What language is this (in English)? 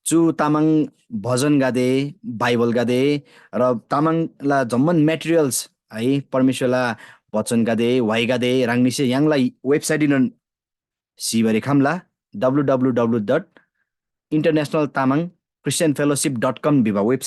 Eastern Tamang